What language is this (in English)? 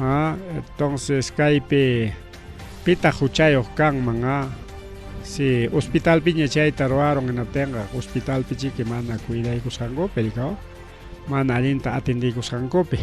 Ayacucho Quechua